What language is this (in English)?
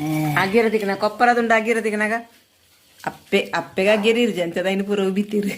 Tulu